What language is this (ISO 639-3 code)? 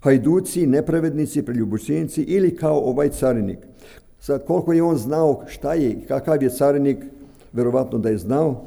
srp